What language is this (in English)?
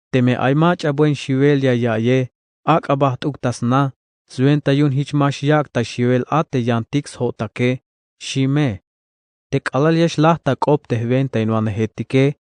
Tzeltal